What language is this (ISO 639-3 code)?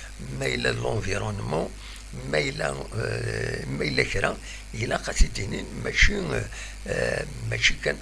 kab